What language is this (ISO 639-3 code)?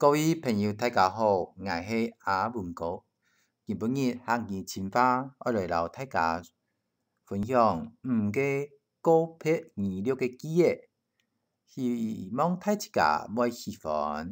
hak